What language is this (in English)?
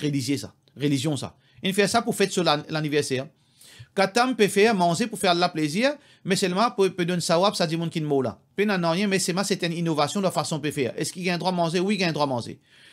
Morisyen